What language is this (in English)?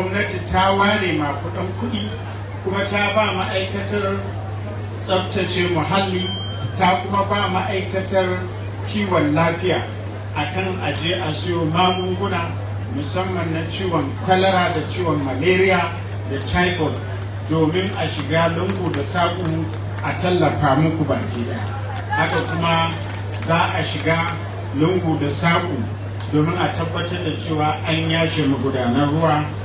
Hausa